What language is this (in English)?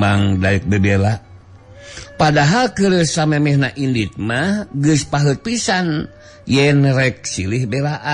Sundanese